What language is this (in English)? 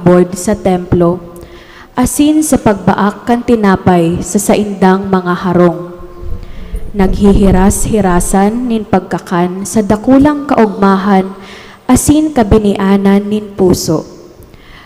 Bikol